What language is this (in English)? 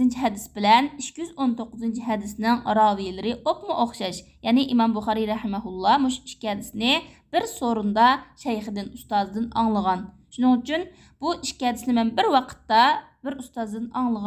Uyghur